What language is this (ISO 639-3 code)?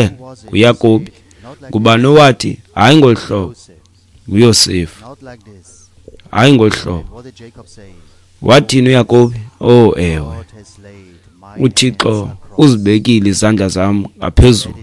xho